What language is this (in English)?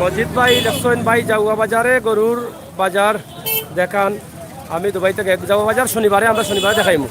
Sylheti